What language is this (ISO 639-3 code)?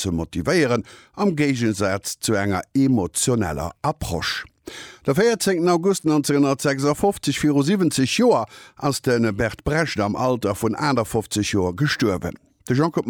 ltz